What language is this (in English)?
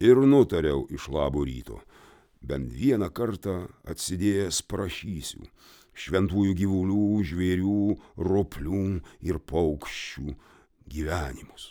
Lithuanian